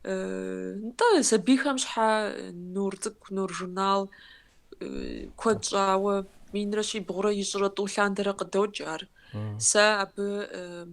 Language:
Kabardian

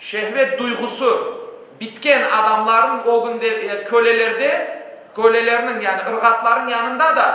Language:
Crimean Tatar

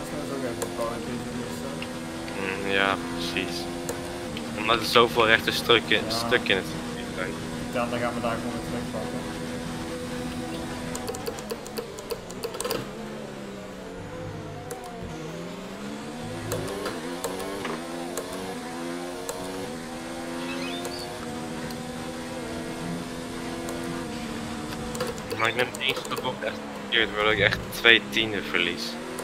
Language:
Dutch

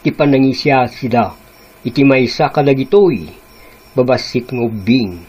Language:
Iloko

